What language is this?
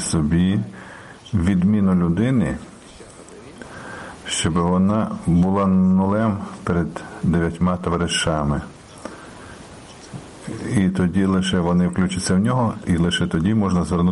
Ukrainian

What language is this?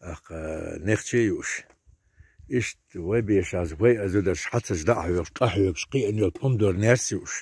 Chechen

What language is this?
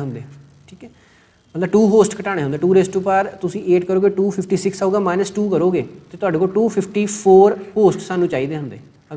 Punjabi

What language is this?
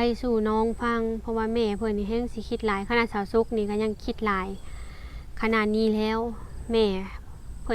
Lao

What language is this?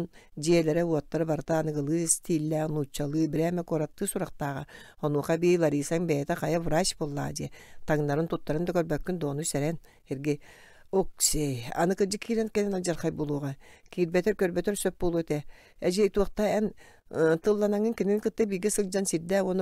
Yakut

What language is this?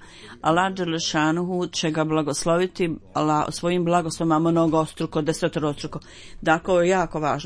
Bosnian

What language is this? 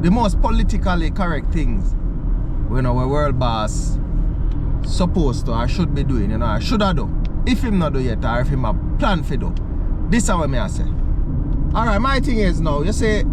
Jamaican Creole English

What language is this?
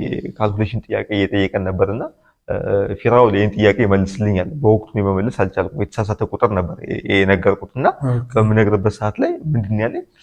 Amharic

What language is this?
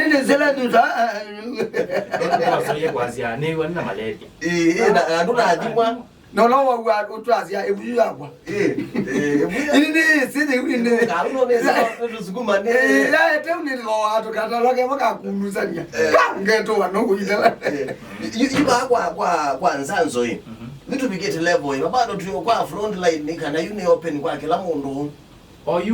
Kamba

